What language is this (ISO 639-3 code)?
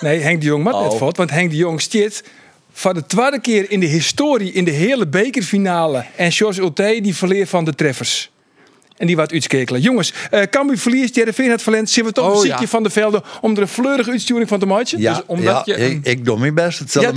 fry